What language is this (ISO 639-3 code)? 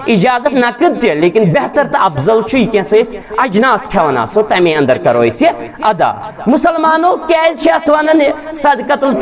kas